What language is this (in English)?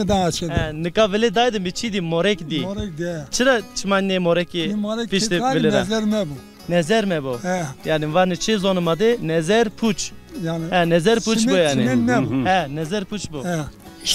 Zaza